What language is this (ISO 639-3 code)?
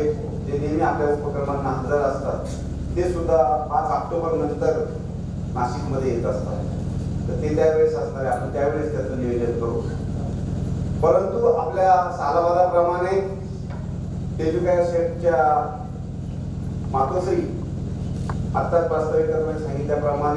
mar